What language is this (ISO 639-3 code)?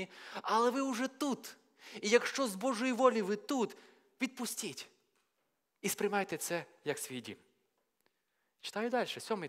ukr